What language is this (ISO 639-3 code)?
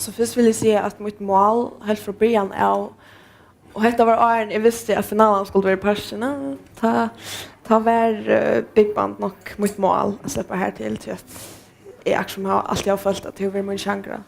fao